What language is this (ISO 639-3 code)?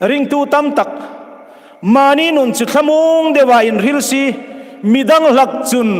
hmr